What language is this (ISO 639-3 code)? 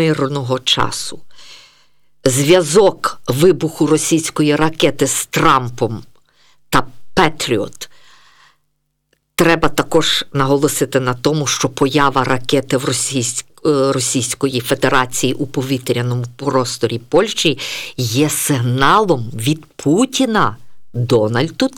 ukr